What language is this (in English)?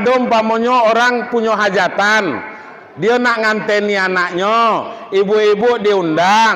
Minangkabau